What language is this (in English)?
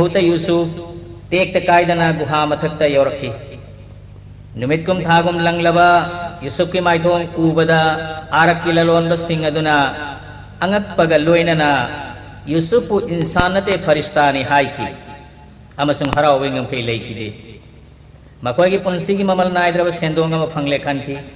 Manipuri